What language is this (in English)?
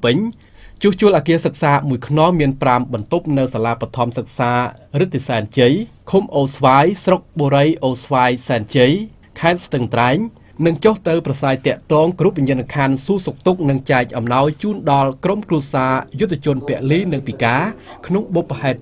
Khmer